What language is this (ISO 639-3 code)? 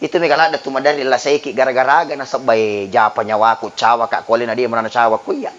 bug